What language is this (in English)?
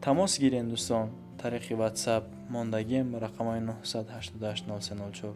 Tajik